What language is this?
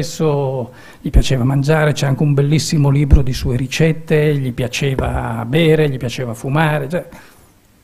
Italian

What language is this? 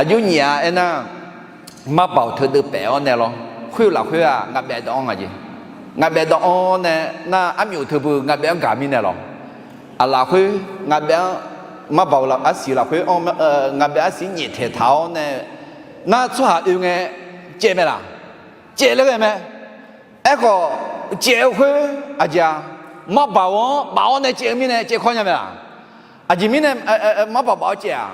Akha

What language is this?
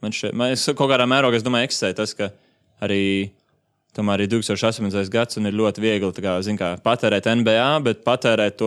Latvian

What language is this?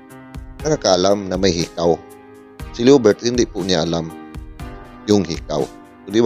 Filipino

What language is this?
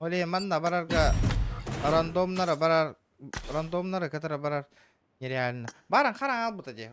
Yakut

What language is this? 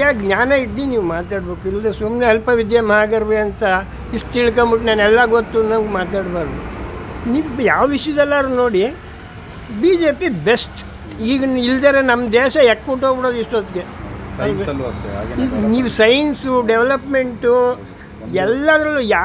Kannada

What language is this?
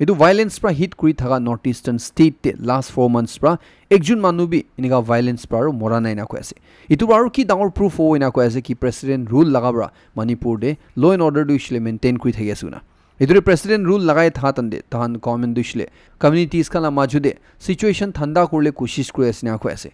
Naga Pidgin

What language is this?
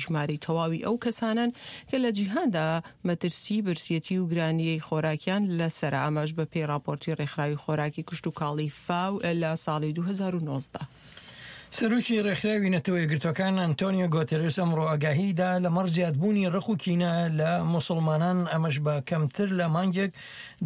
Central Kurdish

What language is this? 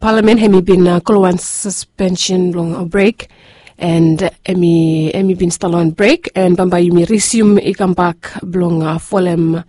Bislama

